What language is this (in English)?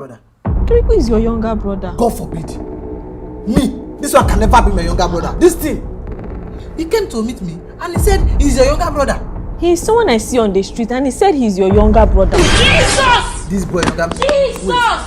Nigerian Pidgin